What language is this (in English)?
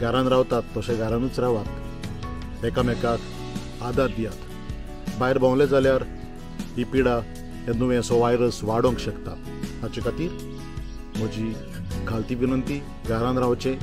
Konkani